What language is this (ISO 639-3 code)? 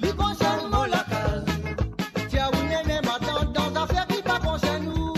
mfe